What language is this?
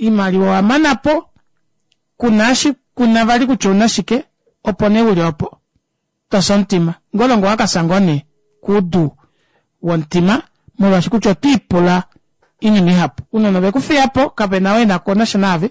Kuanyama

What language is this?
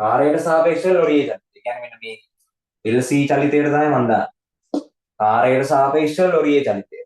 Sinhala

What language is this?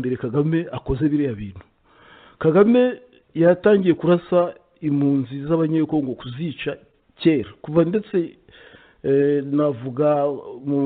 Kinyarwanda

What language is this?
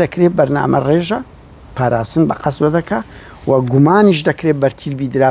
Central Kurdish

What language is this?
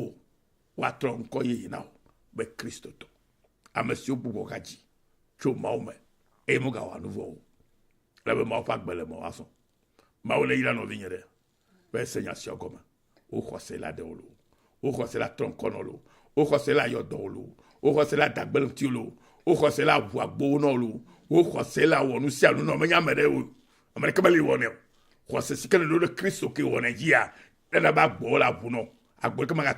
Ewe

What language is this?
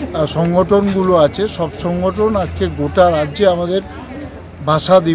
Bangla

